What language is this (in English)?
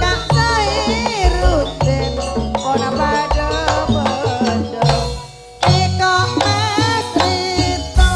Madurese